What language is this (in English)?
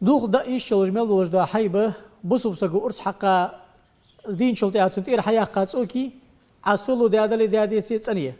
Ingush